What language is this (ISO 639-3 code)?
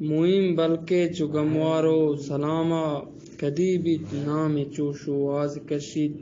bgp